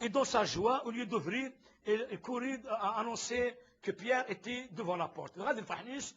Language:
Kabyle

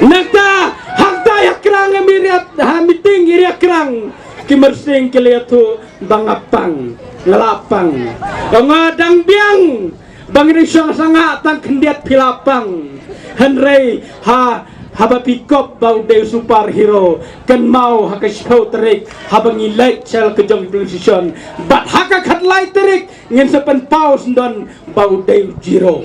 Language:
Khasi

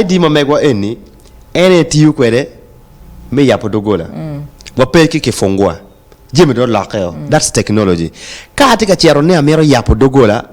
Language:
Acoli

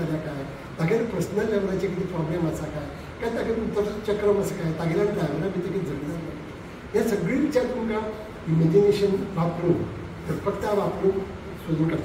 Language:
Konkani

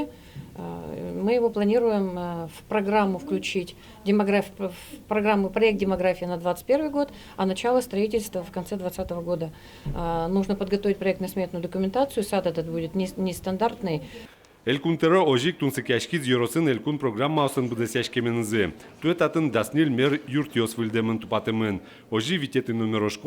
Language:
Udmurt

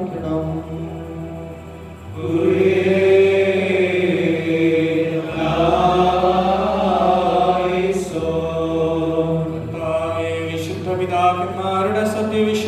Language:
Malayalam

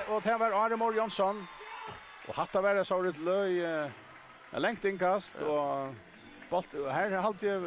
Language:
Faroese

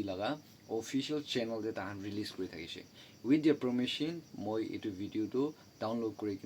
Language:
Naga Pidgin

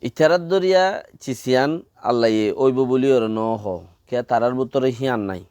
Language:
Rohingya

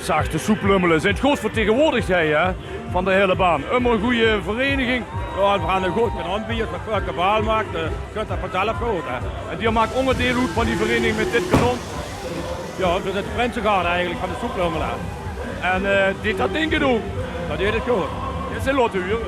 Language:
Limburgish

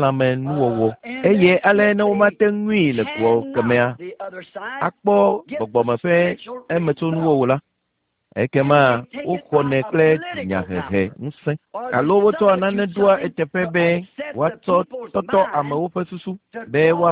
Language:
Ewe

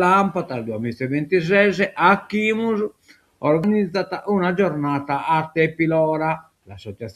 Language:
Sardinian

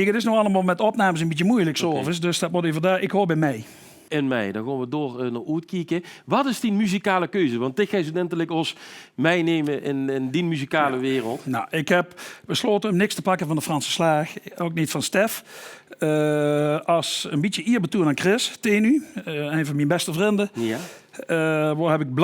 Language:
Limburgish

